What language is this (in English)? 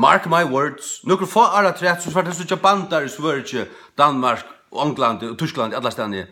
Faroese